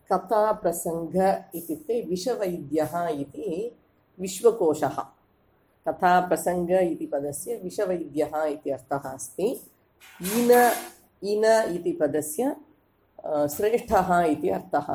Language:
Sanskrit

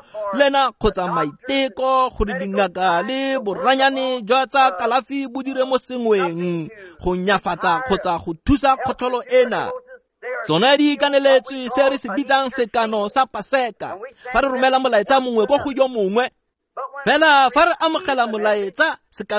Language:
Tswana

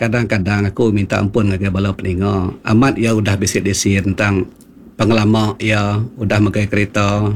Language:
Iban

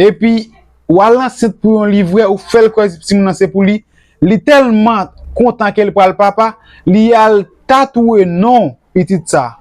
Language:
Haitian Creole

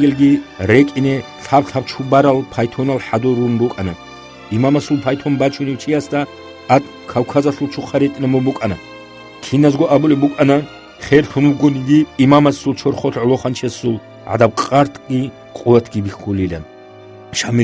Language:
Avaric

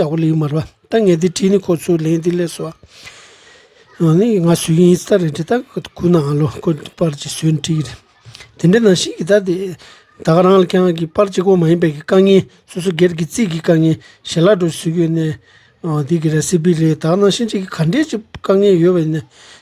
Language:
Tibetan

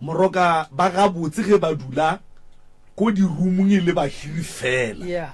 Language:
Northern Sotho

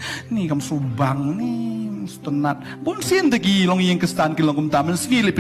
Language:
Khasi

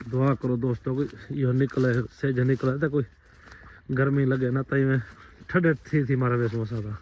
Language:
Saraiki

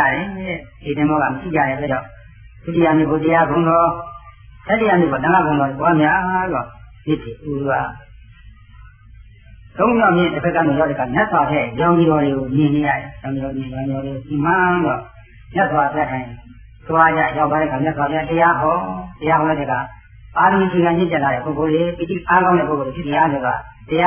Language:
Burmese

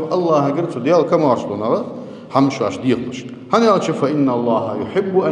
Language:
Ingush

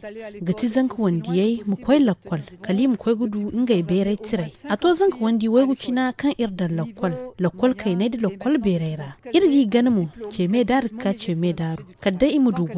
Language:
Zarma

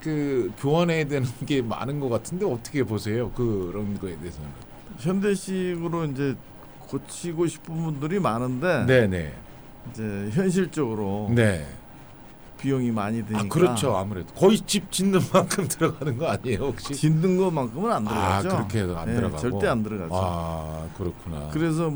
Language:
Korean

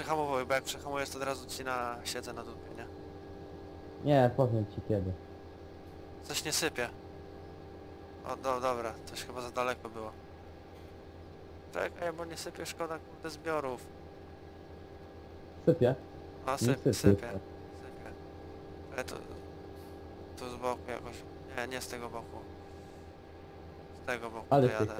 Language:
Polish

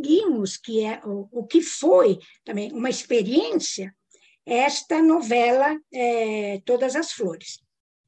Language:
Portuguese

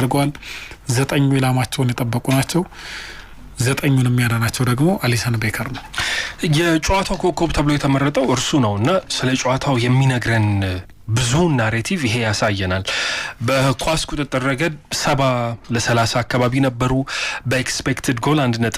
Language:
Amharic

